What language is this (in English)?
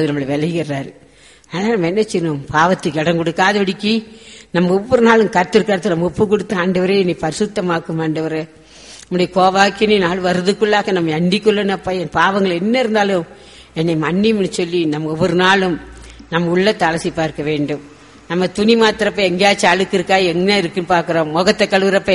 Tamil